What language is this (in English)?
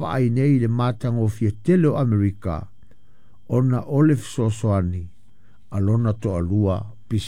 Samoan